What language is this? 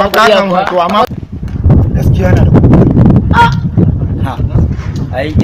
Hausa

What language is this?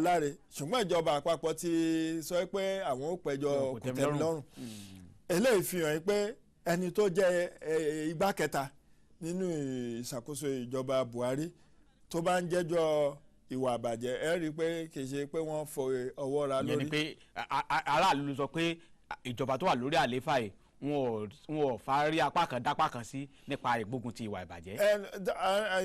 Yoruba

